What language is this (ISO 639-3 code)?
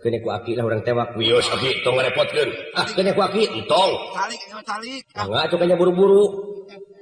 sun